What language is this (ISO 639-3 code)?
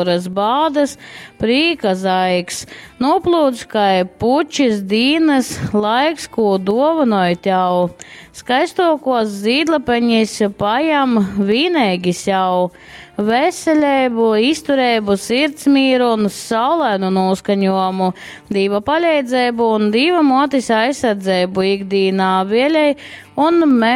ltg